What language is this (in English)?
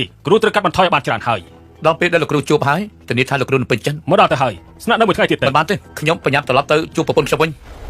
Khmer